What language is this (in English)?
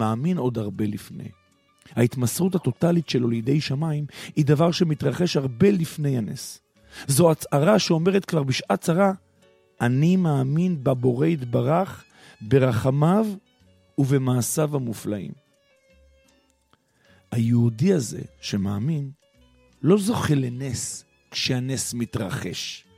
Hebrew